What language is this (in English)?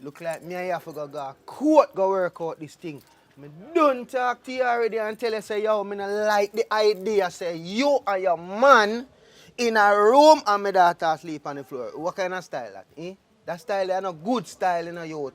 Jamaican Creole English